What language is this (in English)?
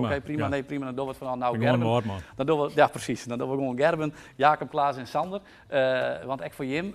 Western Frisian